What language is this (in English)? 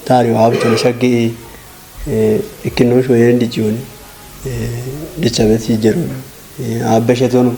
Kafa